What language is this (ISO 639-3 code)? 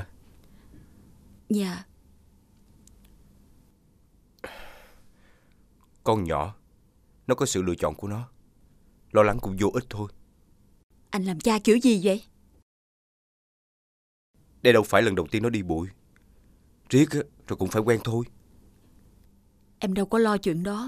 vie